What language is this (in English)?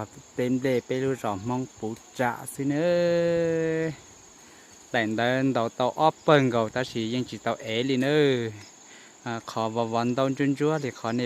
Hmong